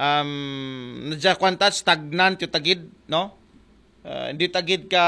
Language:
Aklanon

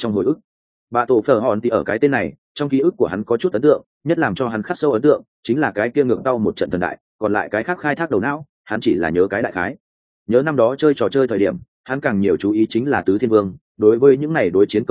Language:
Vietnamese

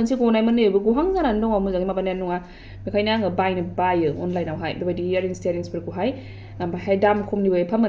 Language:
Bodo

